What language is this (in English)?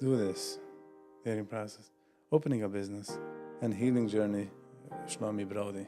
Yiddish